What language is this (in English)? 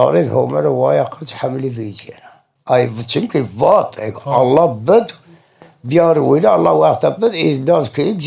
Zaza